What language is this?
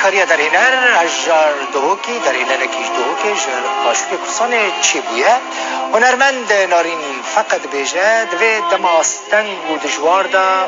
Kurdish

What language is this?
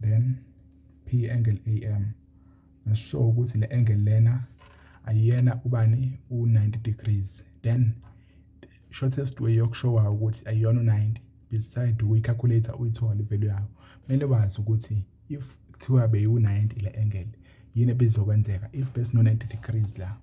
Zulu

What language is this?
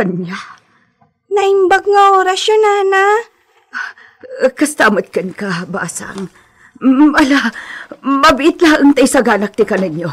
Iloko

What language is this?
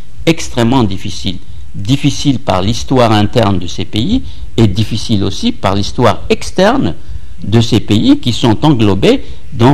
French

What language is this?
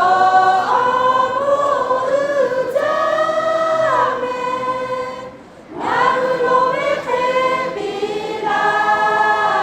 Lahu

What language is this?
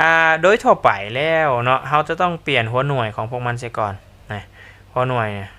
Lao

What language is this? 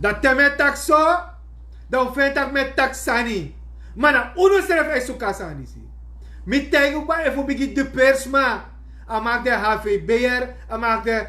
Sranan Tongo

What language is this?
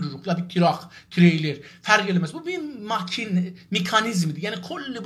South Azerbaijani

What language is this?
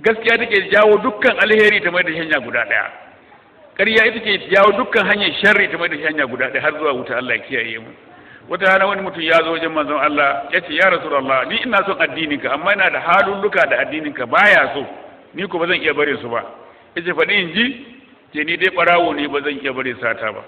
Hausa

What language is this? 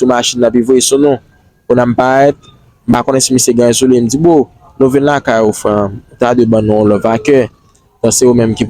Haitian Creole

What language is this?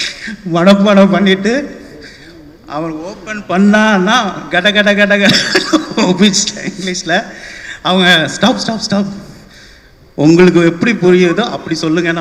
Tamil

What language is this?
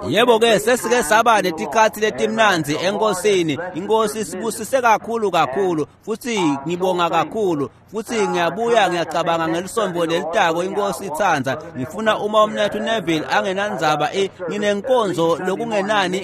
Swati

